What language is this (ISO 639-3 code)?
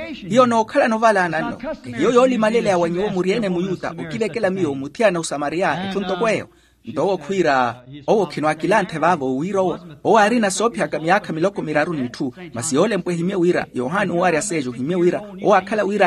vmw